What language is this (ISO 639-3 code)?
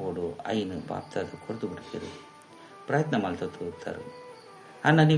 tcy